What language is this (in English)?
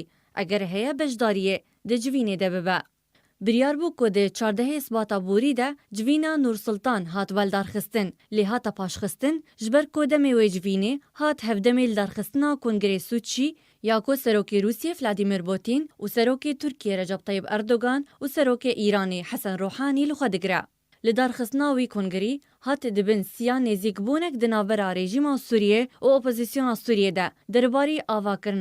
Kurdish